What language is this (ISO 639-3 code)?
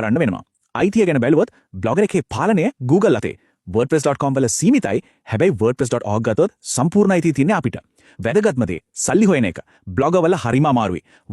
sin